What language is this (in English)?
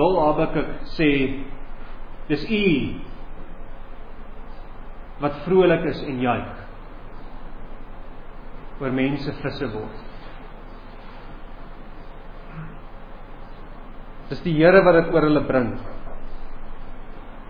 Afrikaans